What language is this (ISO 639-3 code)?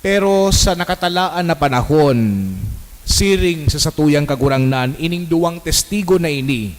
bik